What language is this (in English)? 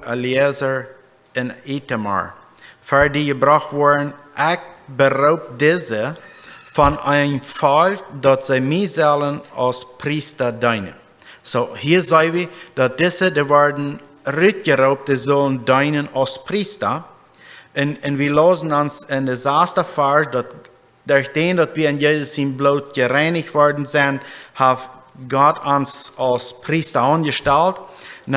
Plautdietsch